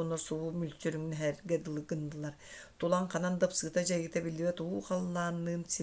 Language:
Yakut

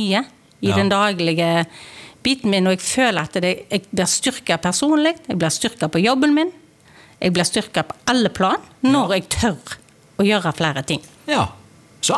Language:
Norwegian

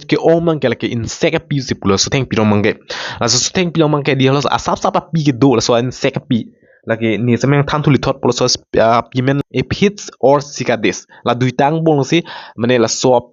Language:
Karbi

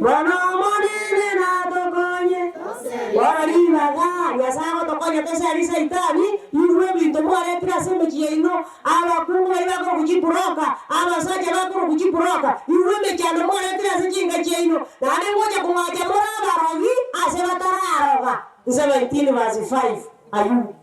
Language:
Gusii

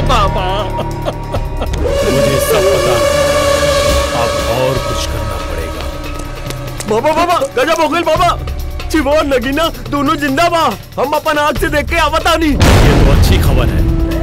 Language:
Bhojpuri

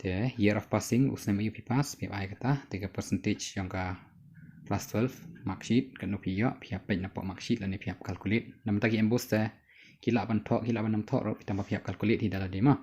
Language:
Khasi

